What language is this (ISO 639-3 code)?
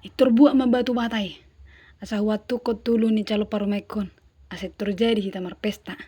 bbc